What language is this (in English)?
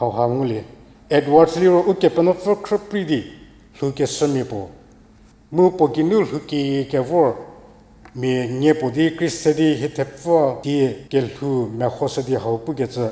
Angami Naga